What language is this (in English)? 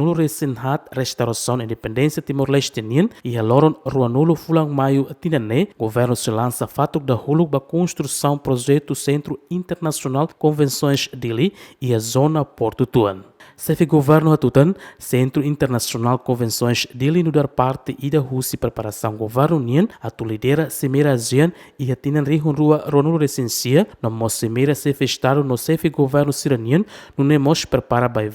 Tetum